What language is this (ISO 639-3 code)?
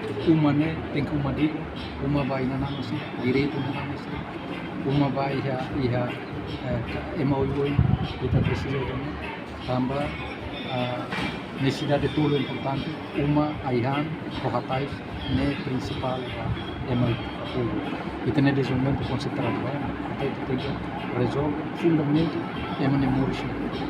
tet